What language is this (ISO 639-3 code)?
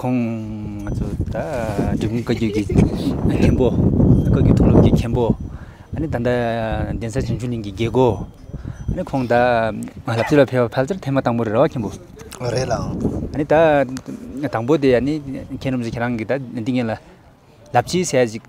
bod